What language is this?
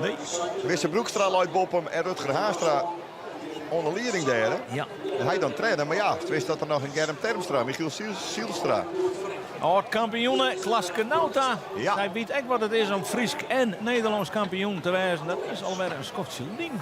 Western Frisian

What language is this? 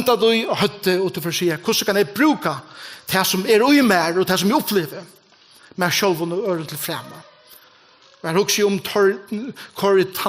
Faroese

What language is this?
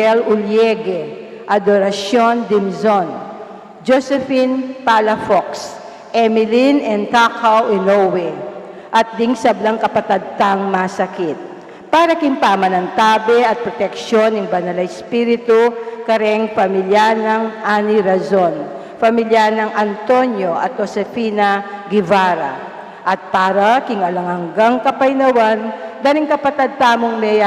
Pampanga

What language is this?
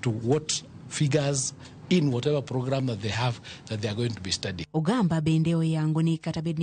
Luo (Kenya and Tanzania)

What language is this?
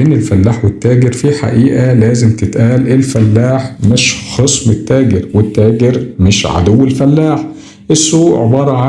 Egyptian Arabic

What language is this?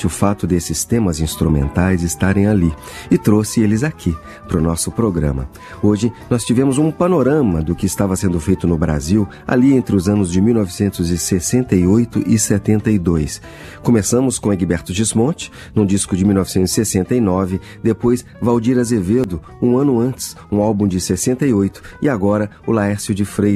Portuguese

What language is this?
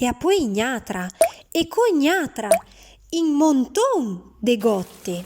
Arpitan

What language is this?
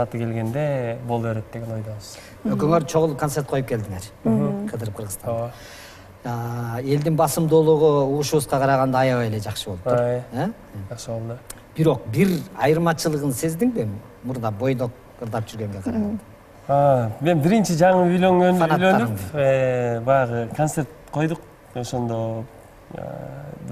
Kyrgyz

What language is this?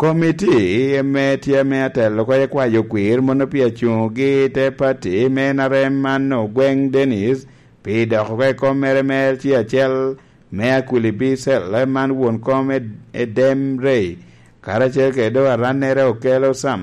Lango (Uganda)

